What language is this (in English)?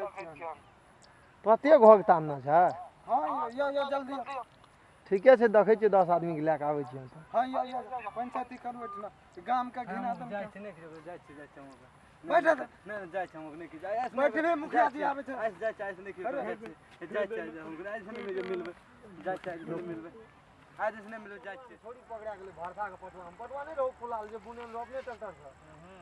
Maithili